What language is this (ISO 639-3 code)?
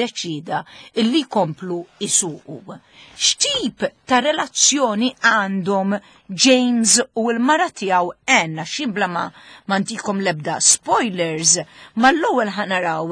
mlt